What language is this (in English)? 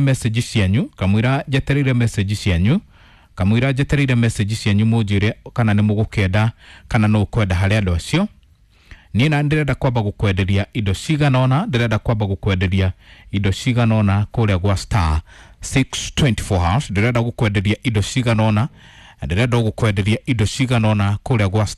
Kikuyu